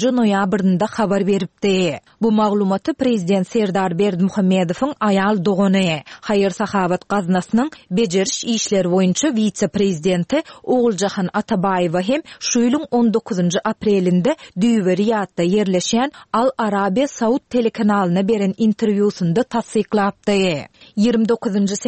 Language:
Turkmen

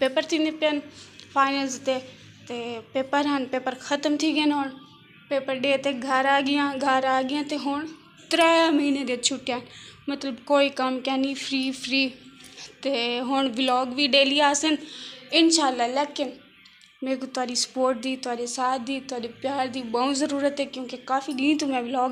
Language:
Saraiki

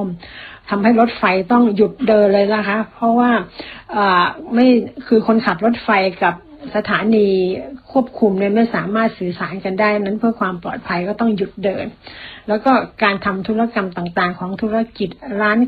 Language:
Thai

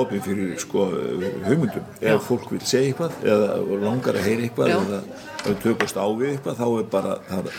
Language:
Icelandic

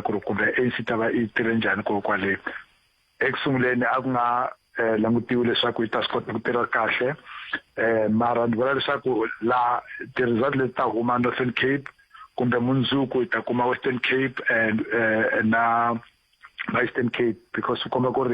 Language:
Tsonga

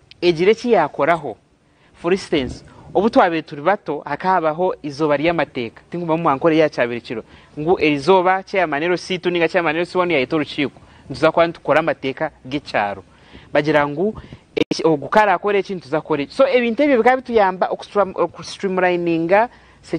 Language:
Nyankole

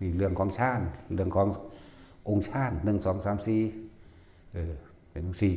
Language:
Northeastern Thai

